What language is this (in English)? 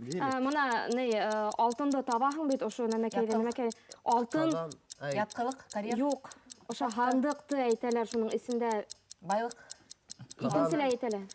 Bashkir